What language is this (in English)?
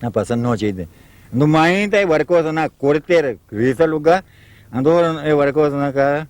Papiamento